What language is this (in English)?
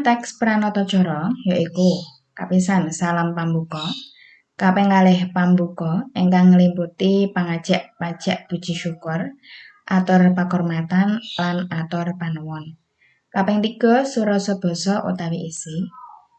Javanese